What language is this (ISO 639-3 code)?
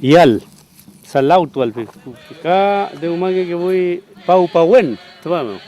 arn